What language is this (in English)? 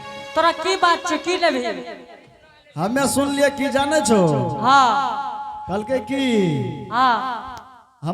Angika